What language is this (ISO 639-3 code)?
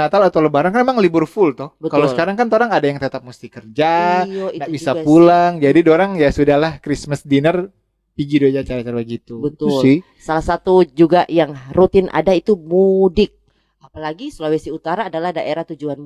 xmm